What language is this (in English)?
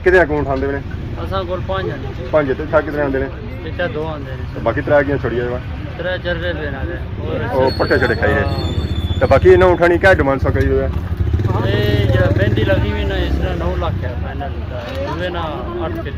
Pahari-Potwari